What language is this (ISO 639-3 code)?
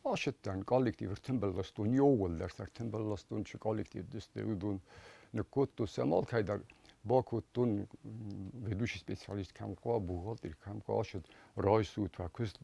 oss